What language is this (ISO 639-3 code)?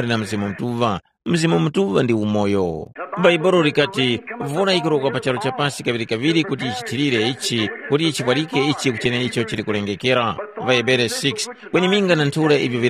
tum